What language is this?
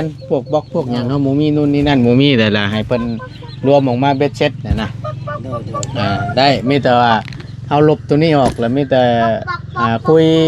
Northeastern Thai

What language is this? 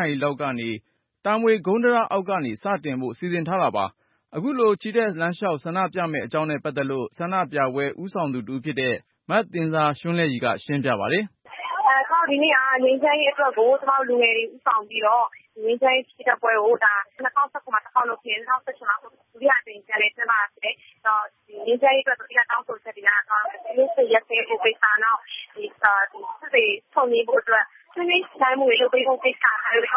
Burmese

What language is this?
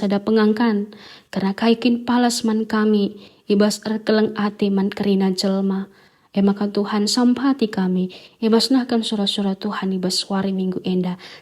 Batak Karo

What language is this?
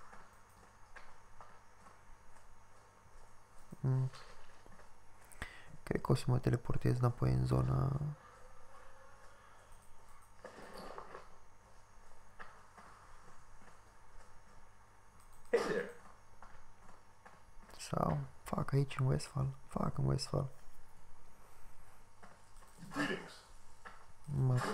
Romanian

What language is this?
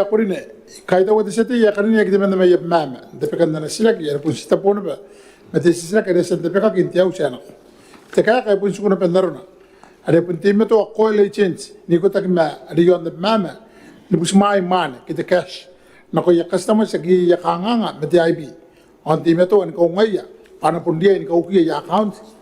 Gilbertese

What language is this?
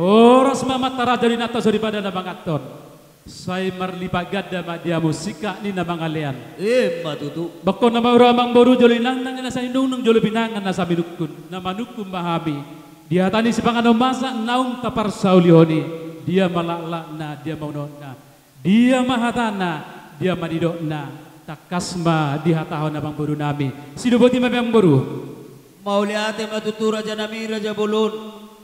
Batak Toba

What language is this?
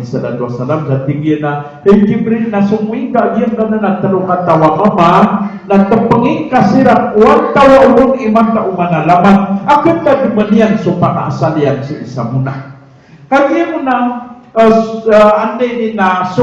Maranao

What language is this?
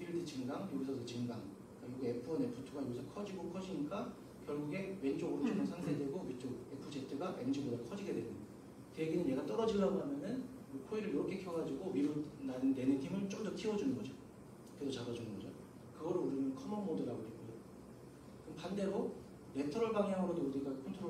Korean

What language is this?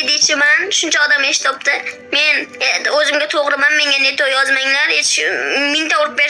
Uzbek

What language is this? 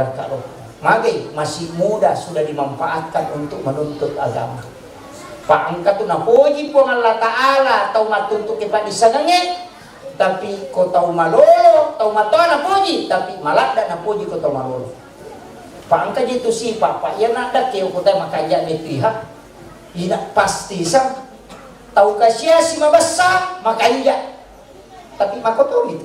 Buginese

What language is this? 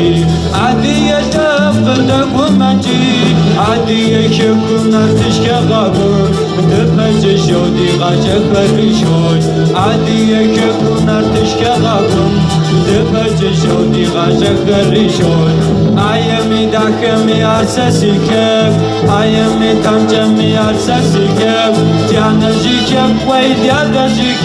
Kabardian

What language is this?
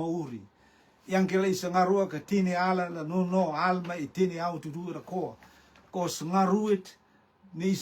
Rotuman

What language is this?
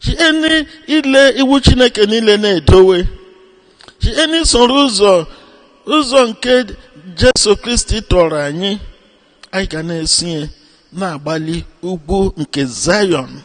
Igbo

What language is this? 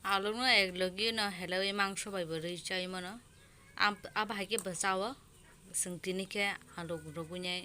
Kok Borok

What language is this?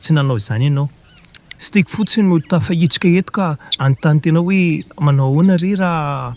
Malagasy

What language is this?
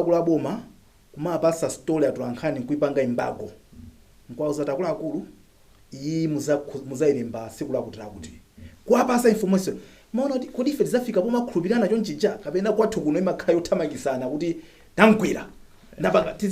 Nyanja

